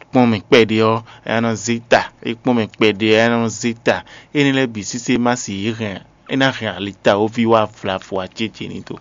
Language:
Fon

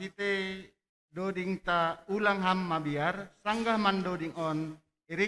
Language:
Batak Simalungun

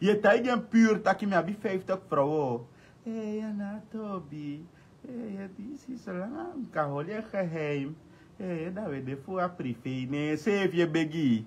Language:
Sranan Tongo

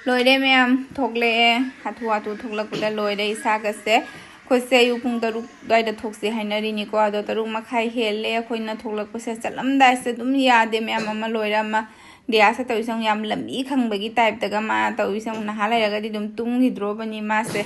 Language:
Manipuri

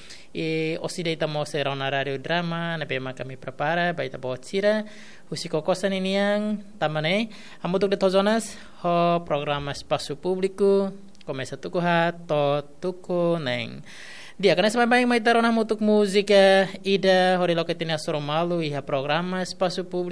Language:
Tetum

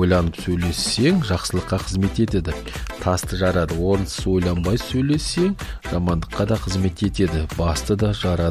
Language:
Kazakh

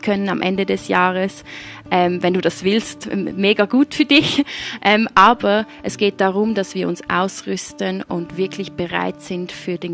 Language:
Swiss German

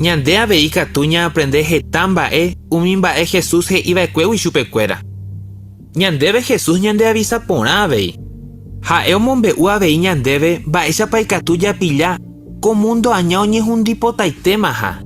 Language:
Guarani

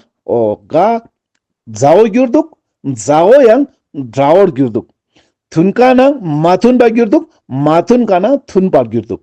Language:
Ladakhi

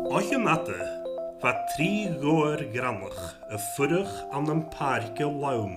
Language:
Scottish Gaelic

